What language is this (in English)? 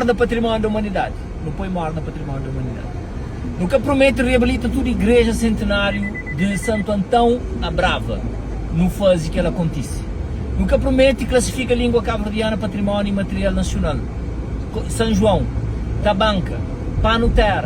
Kabuverdianu